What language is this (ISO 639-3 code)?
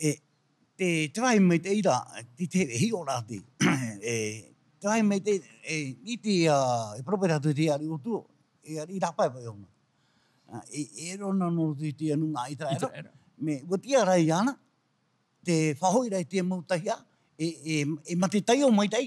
tah